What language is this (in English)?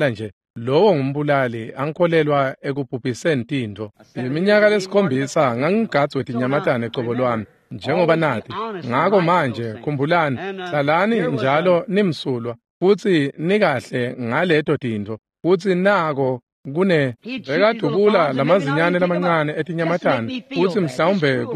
Swati